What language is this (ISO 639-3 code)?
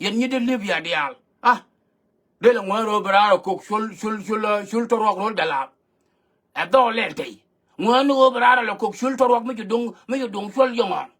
nus